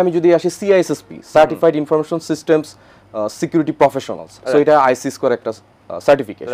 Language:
Bangla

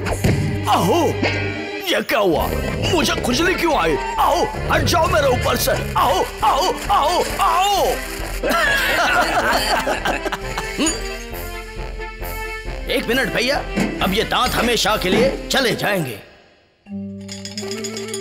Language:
Hindi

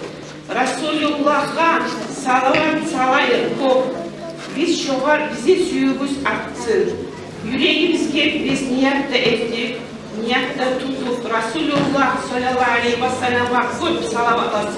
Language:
Kumyk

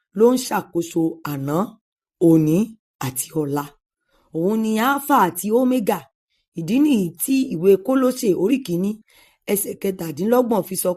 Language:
Yoruba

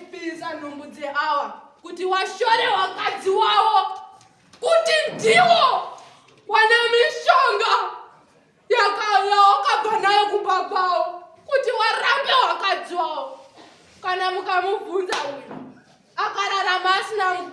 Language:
Shona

